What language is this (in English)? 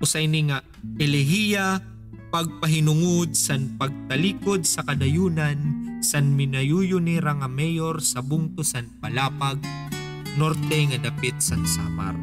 Waray